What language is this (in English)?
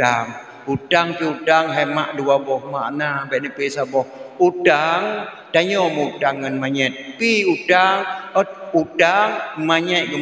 Achinese